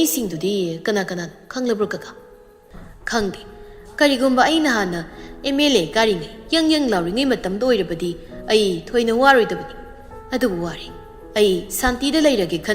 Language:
Manipuri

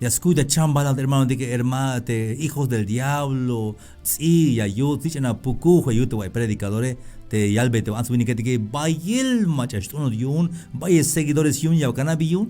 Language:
Tzeltal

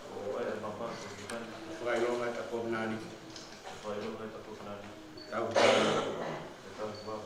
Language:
Tongan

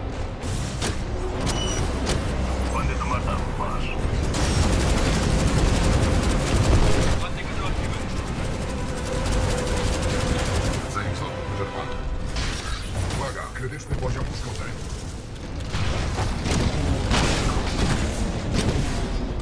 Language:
Polish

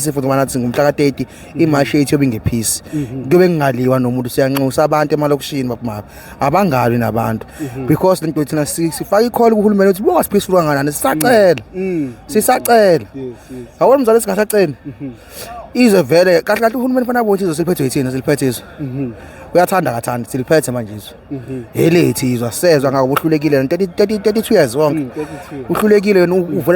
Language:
Zulu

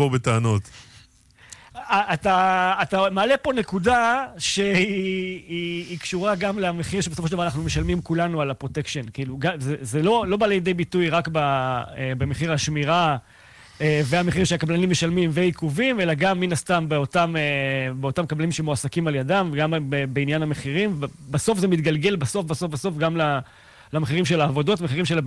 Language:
Hebrew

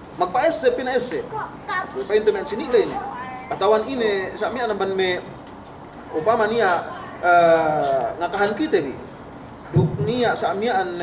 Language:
Yakan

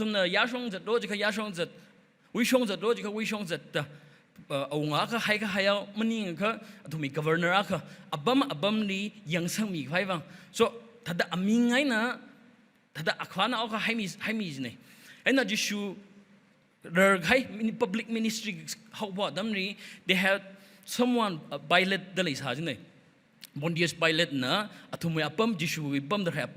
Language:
Tangkhul Naga (India)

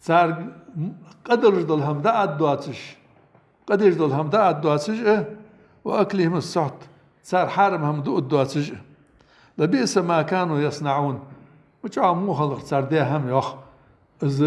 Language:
Ingush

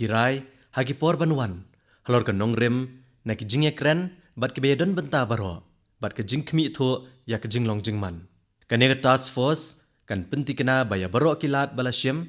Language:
Khasi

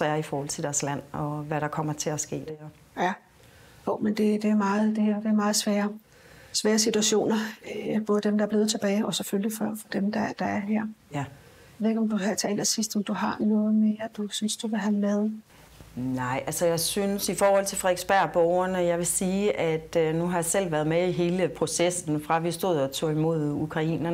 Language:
Danish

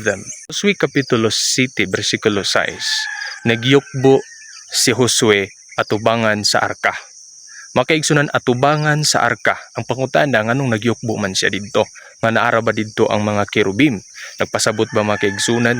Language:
Cebuano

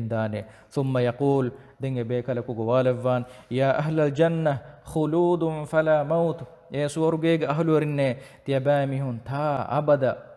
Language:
Divehi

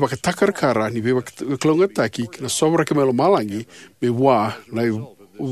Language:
Fijian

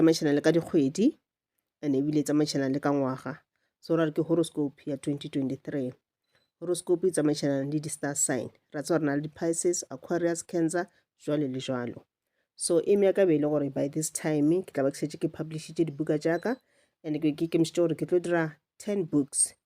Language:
Northern Sotho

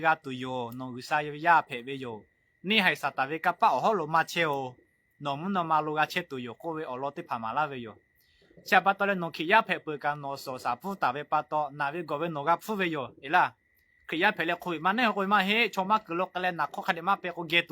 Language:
Lahu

